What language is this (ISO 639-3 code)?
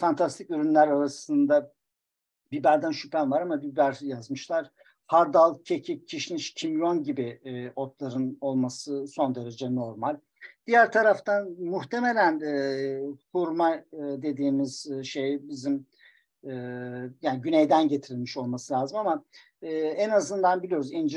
tur